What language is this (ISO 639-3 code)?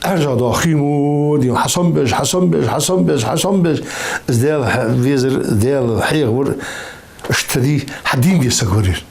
inh